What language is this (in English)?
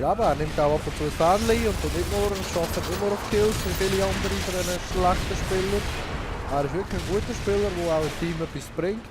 Swiss German